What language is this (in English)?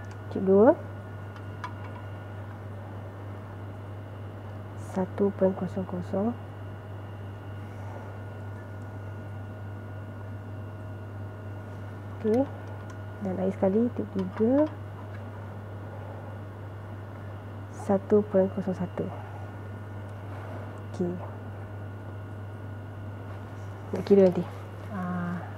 Malay